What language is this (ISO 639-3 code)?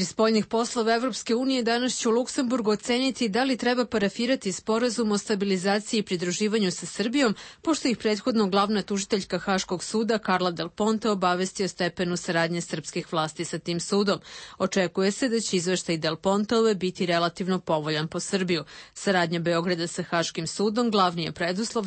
srp